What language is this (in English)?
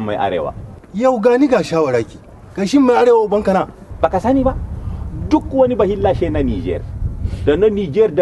Hausa